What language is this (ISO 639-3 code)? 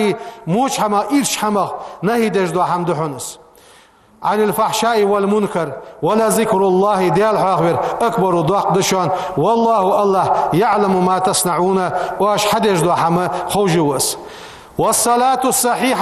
inh